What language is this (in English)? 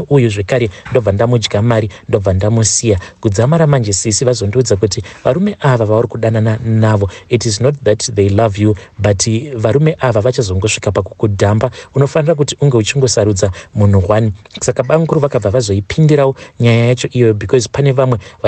Shona